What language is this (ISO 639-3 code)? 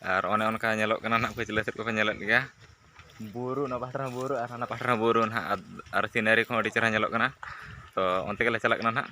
sat